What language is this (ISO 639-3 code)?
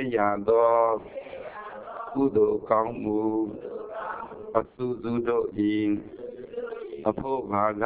mya